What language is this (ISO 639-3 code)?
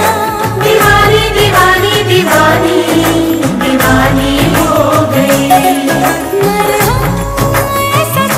hin